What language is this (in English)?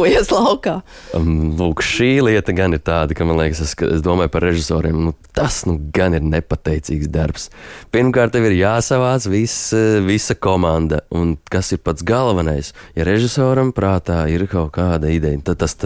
Latvian